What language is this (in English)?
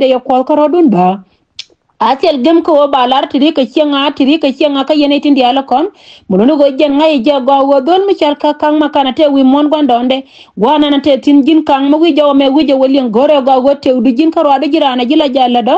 Nuer